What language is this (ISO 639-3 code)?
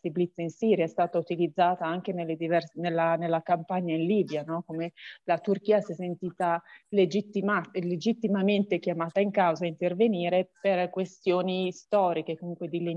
ita